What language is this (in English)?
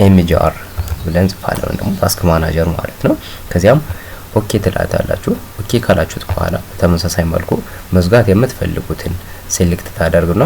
Amharic